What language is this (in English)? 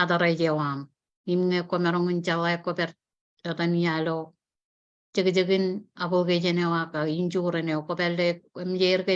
Marshallese